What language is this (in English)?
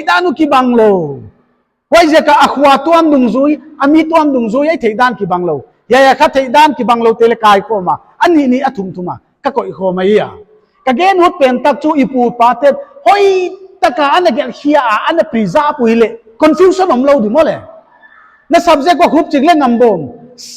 Paite Chin